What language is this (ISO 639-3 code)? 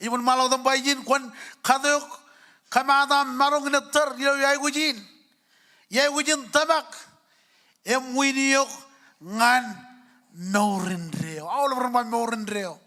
mah